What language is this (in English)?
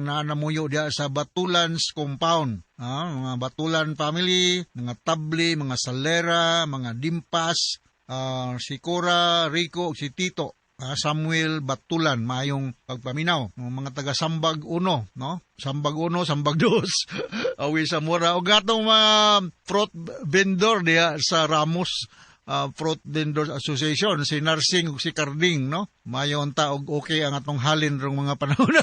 Cebuano